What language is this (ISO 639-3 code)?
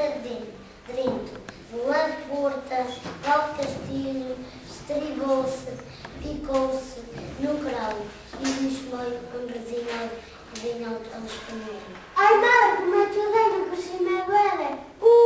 mwl